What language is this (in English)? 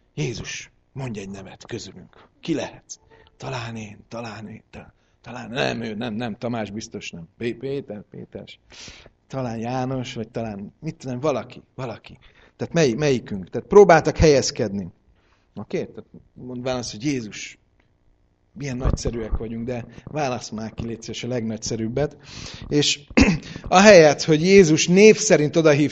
Hungarian